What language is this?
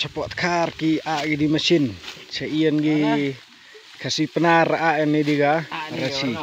Khasi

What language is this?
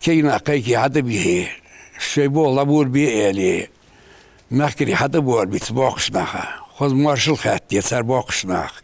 Ingush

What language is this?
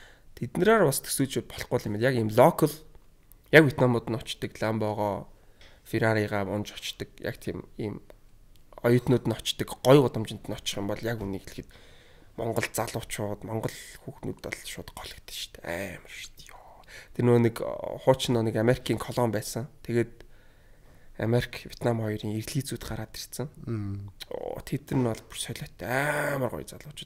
Mongolian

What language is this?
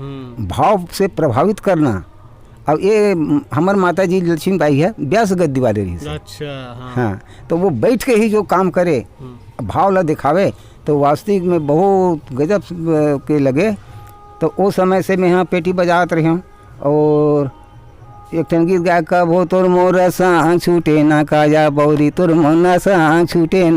Chhattisgarhi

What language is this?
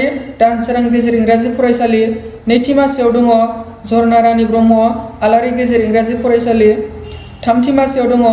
Bodo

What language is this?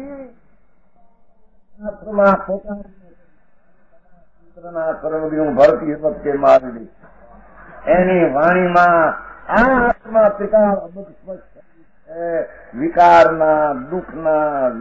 Gujarati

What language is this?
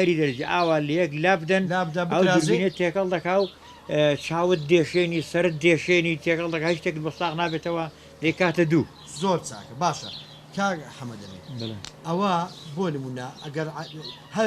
Central Kurdish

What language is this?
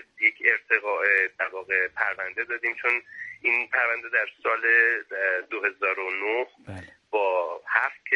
Persian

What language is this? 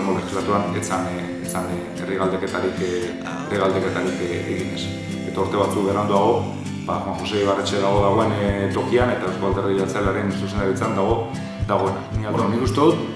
Basque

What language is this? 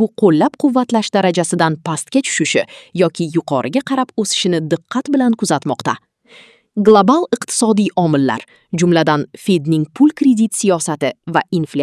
Uzbek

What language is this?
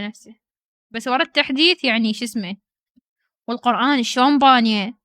Mesopotamian Arabic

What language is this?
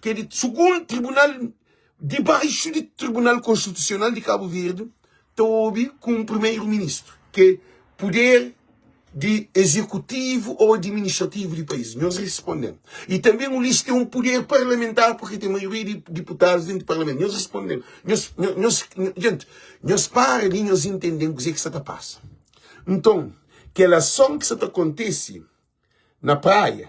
Kabuverdianu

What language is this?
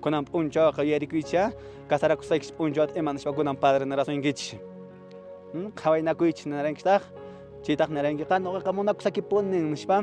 Quechua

